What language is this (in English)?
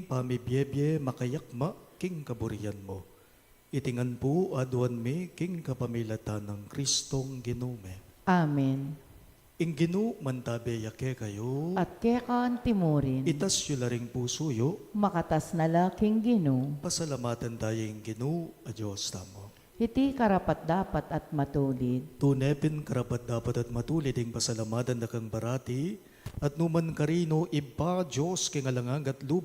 Pampanga